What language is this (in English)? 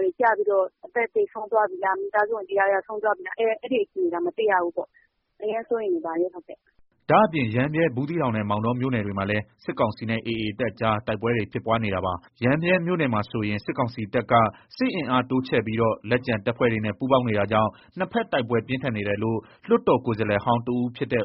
Burmese